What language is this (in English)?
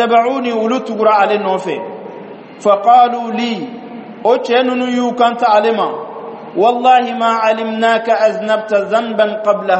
Bambara